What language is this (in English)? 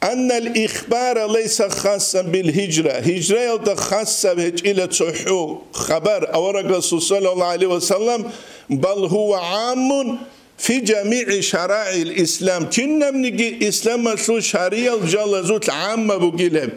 Avaric